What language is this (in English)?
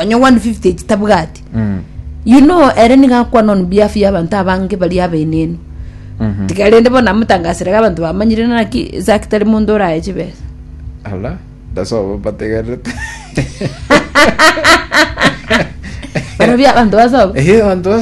Gusii